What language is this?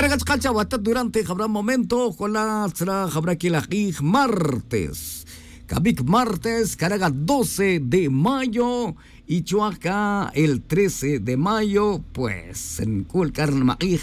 Tz'utujil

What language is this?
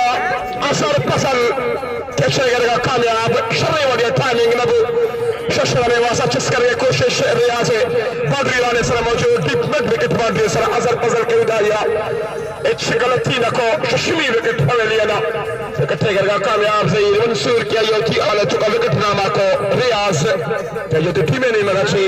Baluchi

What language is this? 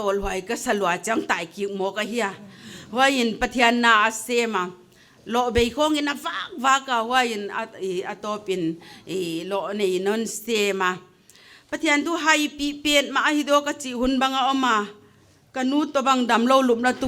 Paite Chin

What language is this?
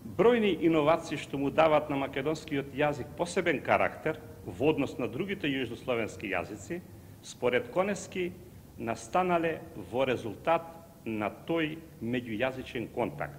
Macedonian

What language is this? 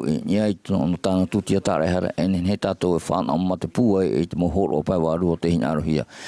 Tahitian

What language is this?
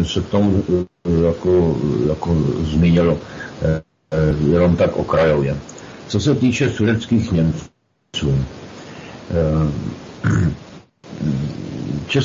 Czech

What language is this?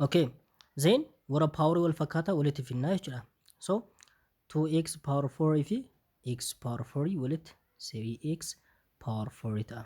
Oromo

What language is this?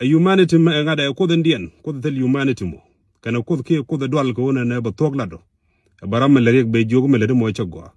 Nuer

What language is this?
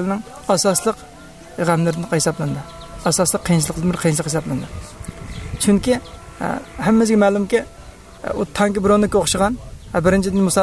Uyghur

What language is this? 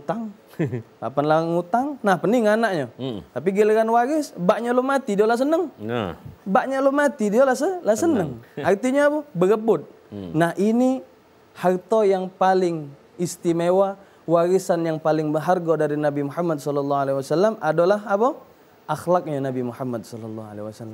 Musi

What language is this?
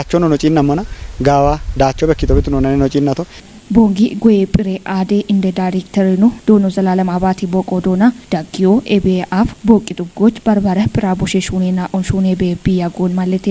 Kafa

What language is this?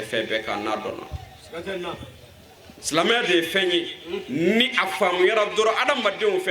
Bambara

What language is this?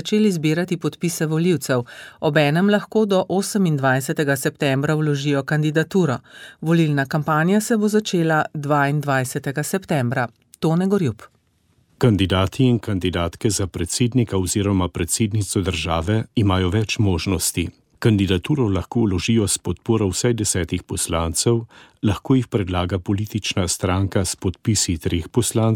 Slovenian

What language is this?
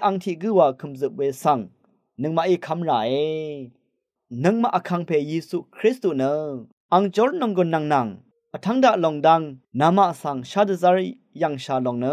Rawang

